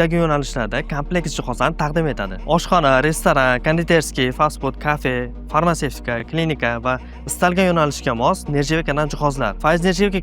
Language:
Uzbek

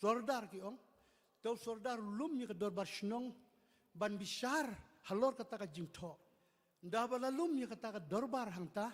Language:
Khasi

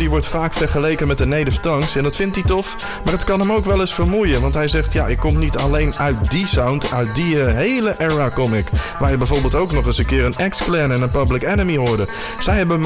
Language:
Dutch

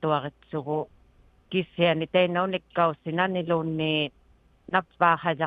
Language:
Inuktitut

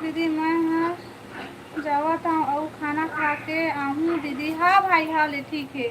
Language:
Chhattisgarhi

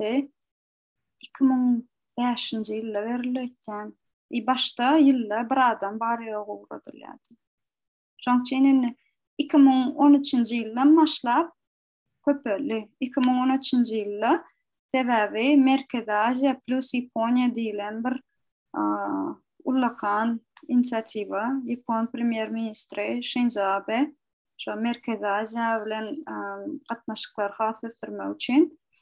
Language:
Turkmen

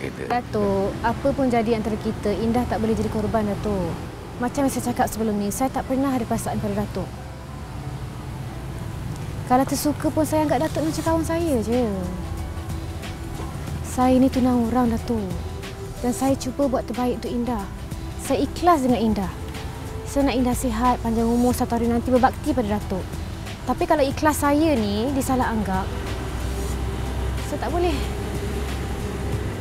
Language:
Malay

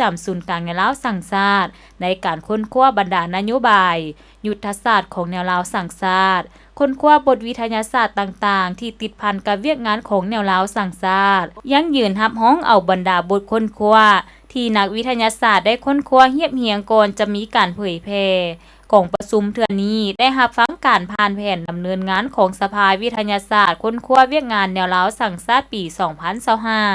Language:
Lao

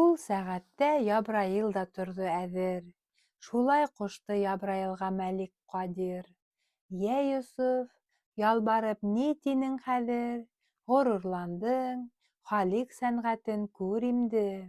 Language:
Bashkir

